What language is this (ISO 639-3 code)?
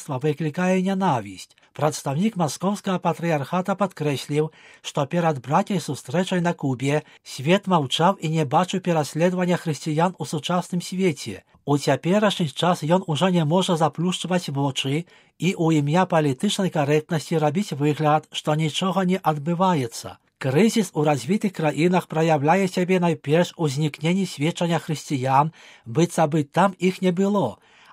bel